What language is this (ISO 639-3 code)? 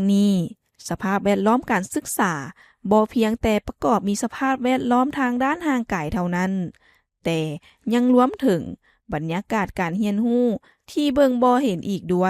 lao